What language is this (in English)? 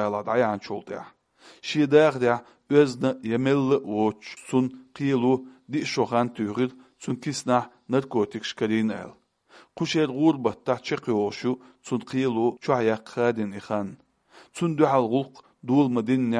Chechen